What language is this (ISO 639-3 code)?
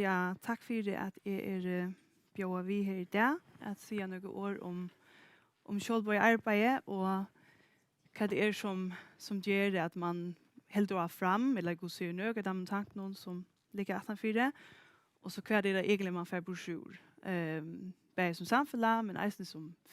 fao